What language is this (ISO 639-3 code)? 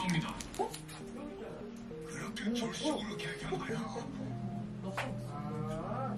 kor